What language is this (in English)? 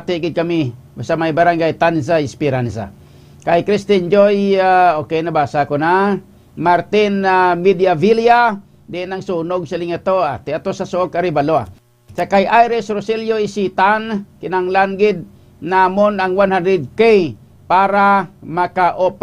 Hiligaynon